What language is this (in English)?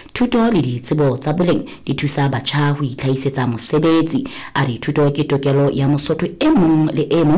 Southern Sotho